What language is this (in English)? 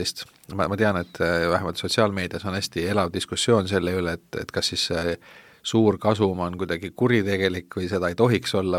Estonian